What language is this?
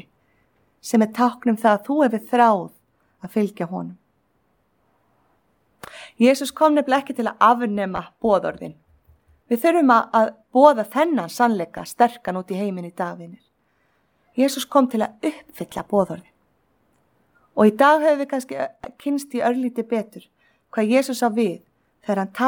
Icelandic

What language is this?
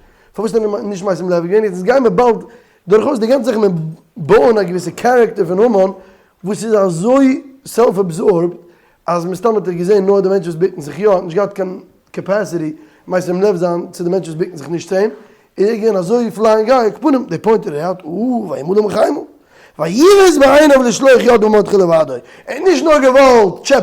Yiddish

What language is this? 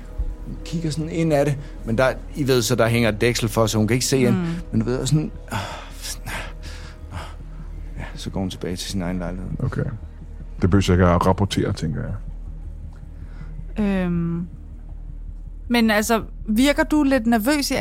Danish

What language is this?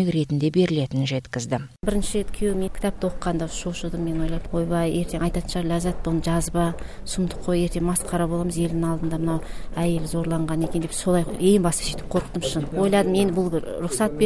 Kyrgyz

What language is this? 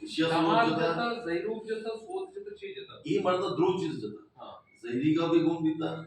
Baluchi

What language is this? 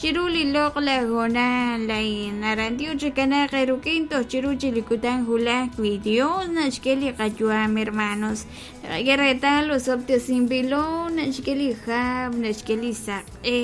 Kekchí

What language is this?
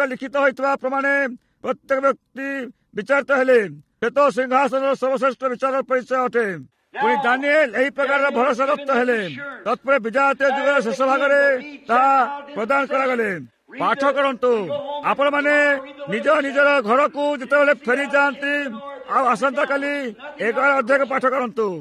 Odia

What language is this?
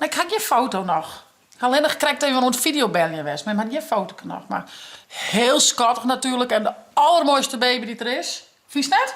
Western Frisian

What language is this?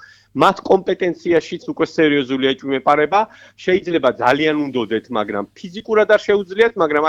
Georgian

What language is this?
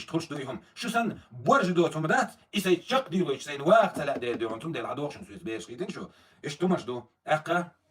Chechen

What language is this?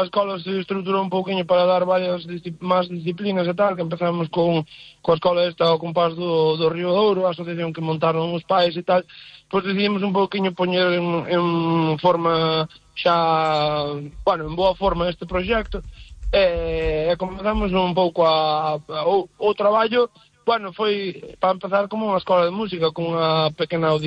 Galician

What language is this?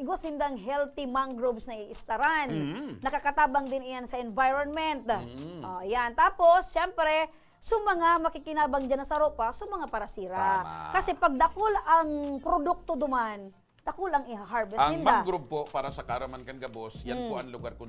Bikol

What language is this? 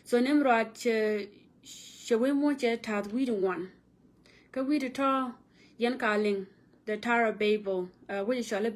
Nuer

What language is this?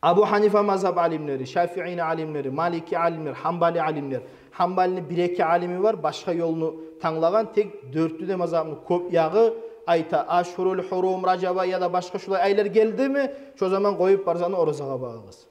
Kumyk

